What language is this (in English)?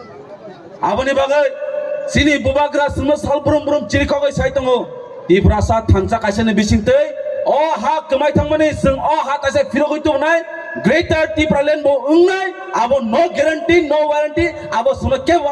Kok Borok